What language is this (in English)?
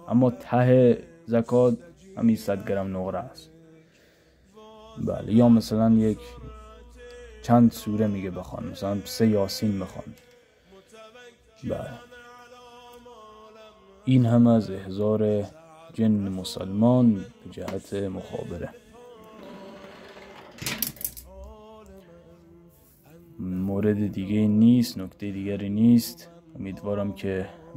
Persian